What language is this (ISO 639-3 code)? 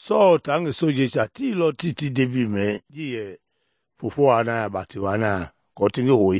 men